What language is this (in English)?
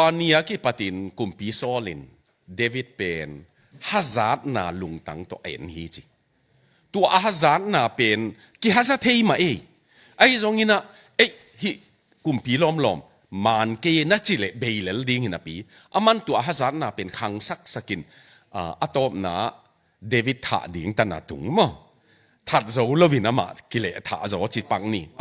Tedim Chin